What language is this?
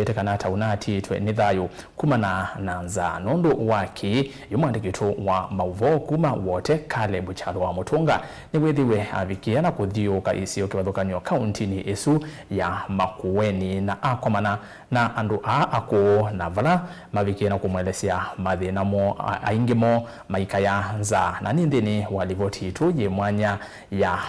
Kamba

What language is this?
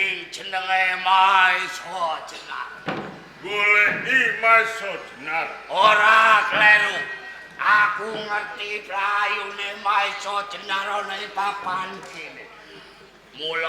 Javanese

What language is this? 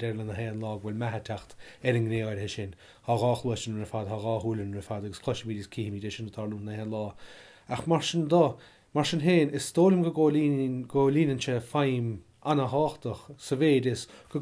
Irish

